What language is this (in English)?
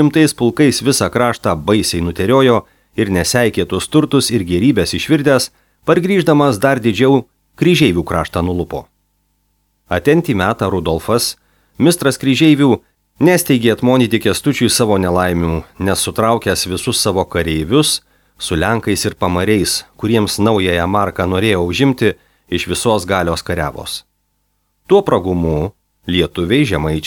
Lithuanian